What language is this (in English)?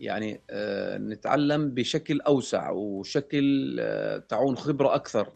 North Levantine Arabic